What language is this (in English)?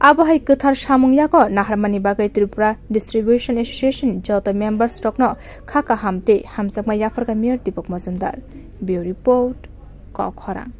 Kok Borok